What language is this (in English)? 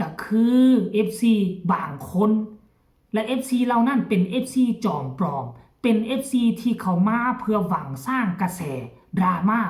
Lao